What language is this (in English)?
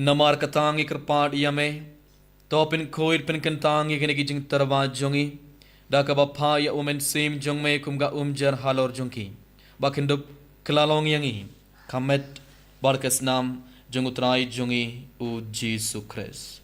Khasi